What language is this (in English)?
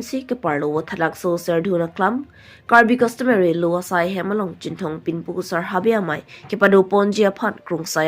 Karbi